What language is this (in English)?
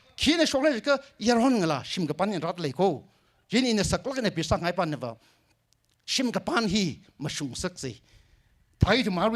Tangkhul Naga (India)